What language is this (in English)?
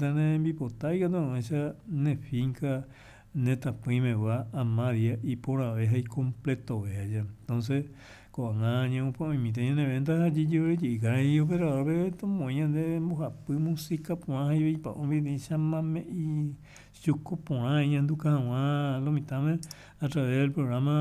Guarani